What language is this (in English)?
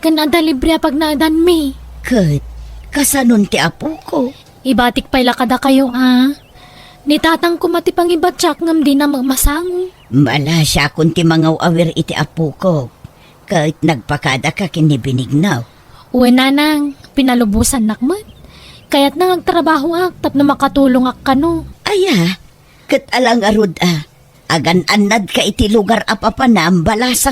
Iloko